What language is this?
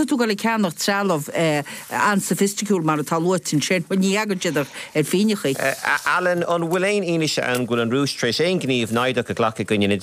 Irish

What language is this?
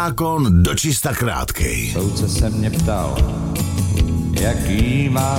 Czech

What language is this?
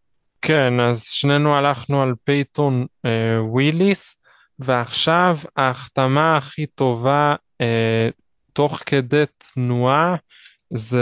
Hebrew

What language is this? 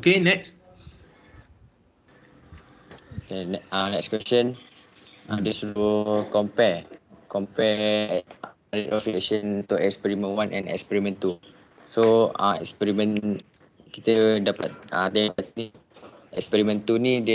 Malay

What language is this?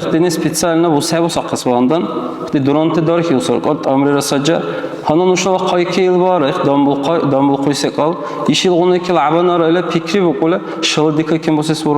Dargwa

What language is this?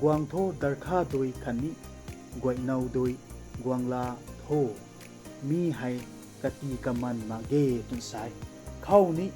Rongmei Naga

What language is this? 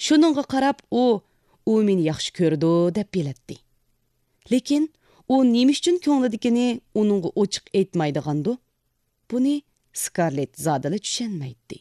Uyghur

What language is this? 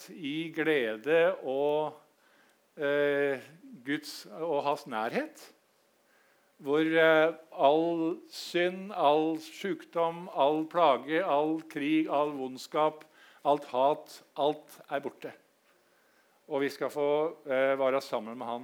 Norwegian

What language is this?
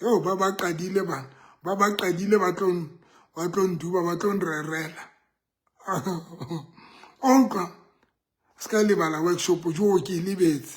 Southern Sotho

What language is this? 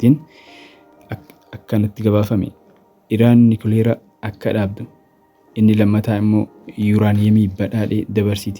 Oromo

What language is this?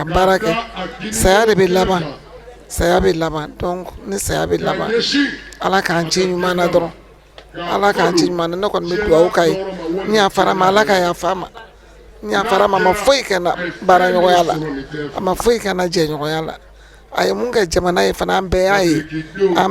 Bambara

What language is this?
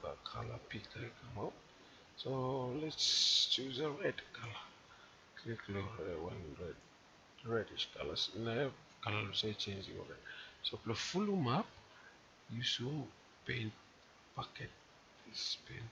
Bislama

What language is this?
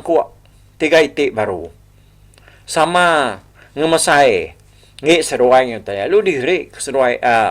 Iban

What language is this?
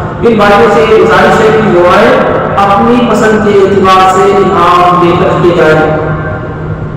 Urdu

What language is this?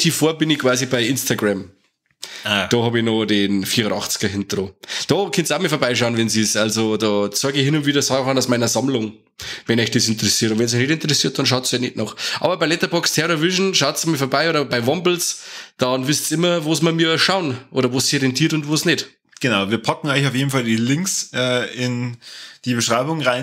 Bavarian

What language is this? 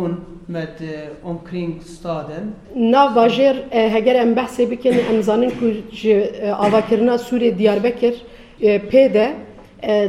Kurdish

